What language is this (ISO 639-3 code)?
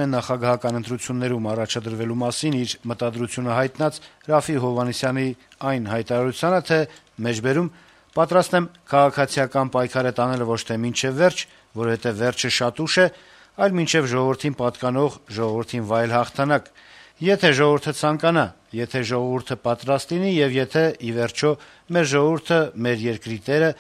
hye